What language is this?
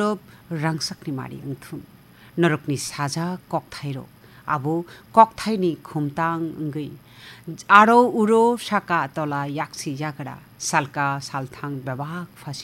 Kok Borok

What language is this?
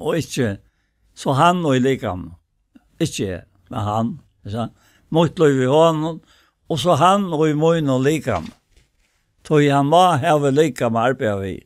Faroese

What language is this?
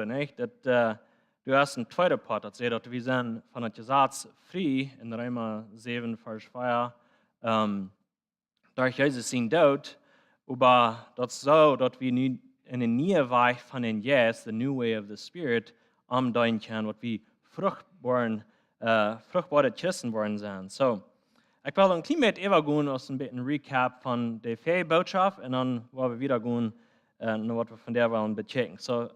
Plautdietsch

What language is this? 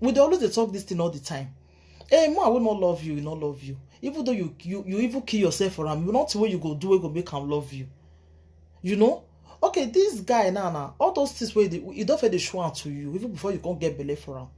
Nigerian Pidgin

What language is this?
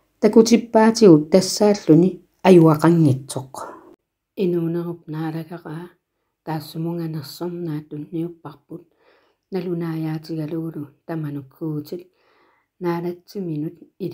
Kalaallisut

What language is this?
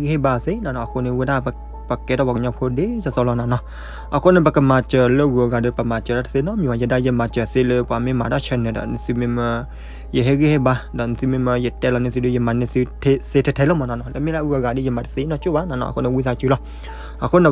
S'gaw Karen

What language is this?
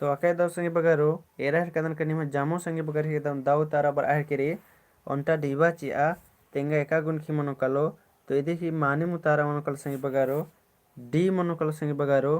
Kurukh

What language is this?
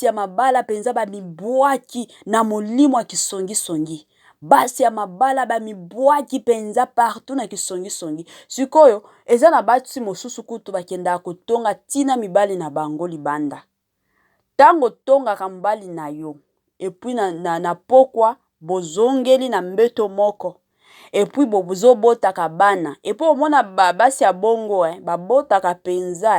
Lingala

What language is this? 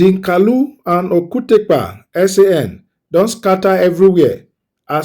Nigerian Pidgin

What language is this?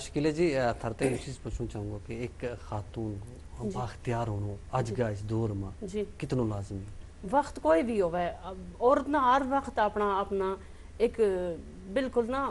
Gujari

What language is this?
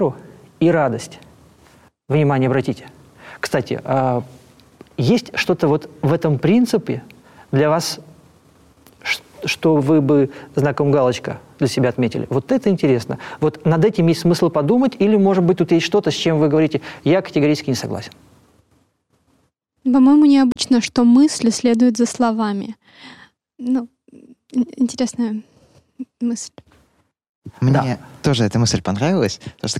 Russian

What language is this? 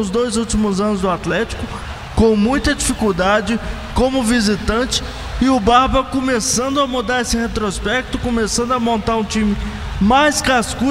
Portuguese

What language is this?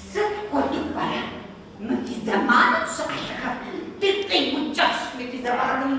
Kabardian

